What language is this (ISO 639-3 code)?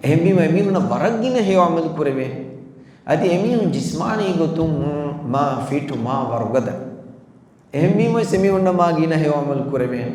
div